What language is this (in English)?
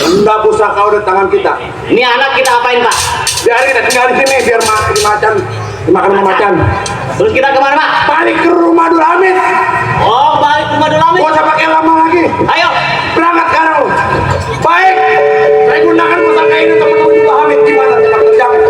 Betawi